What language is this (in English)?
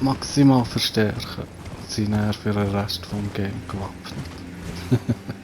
Swiss German